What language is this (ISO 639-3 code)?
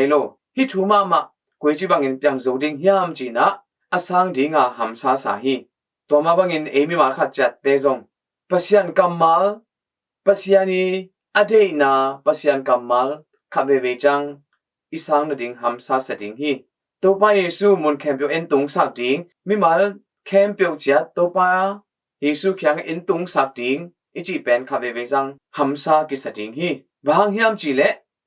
ctd